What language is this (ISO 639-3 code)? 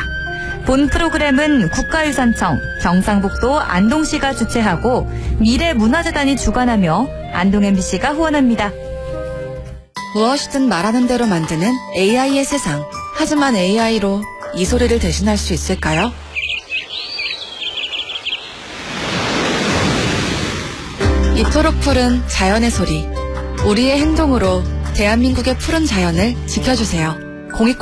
kor